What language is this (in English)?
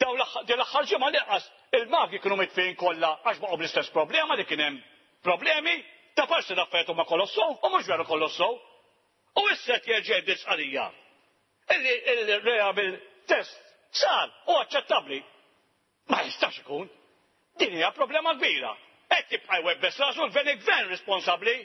Maltese